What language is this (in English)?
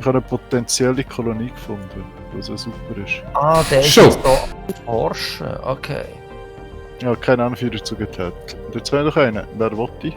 Swiss German